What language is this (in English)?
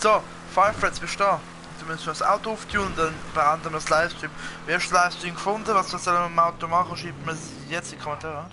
Swiss German